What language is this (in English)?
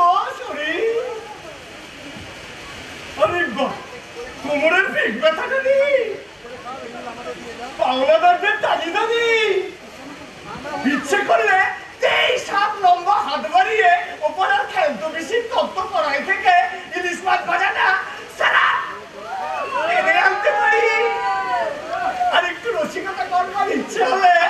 Bangla